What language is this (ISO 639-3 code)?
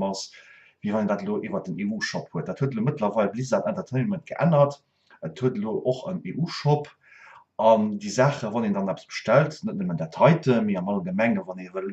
ltz